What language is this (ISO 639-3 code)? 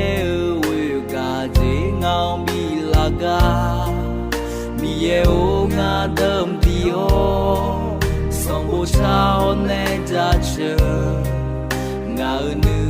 ahk